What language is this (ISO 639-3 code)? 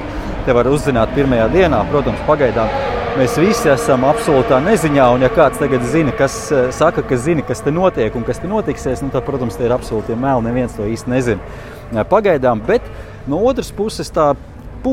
lav